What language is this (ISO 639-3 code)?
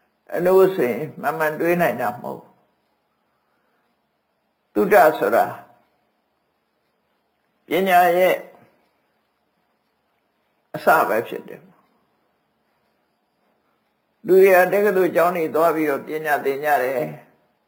mya